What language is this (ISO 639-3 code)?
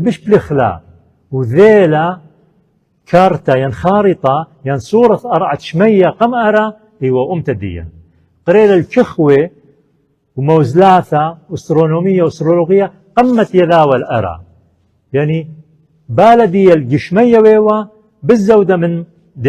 aii